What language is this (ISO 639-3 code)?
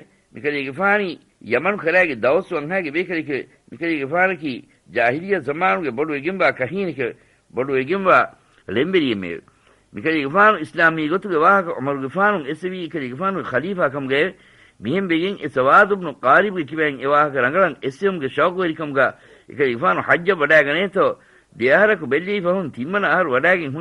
div